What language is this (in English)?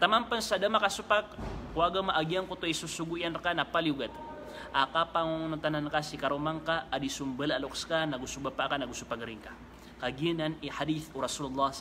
Maranao